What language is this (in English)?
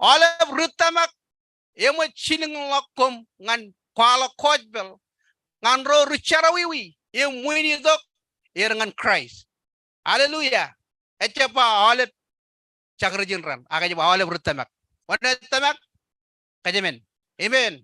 Marshallese